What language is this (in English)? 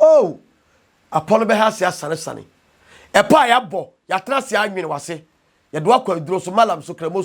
Akan